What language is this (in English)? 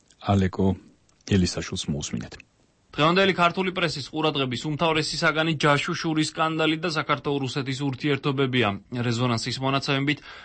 Georgian